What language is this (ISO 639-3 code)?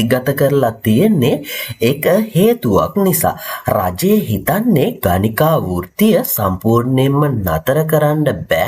sin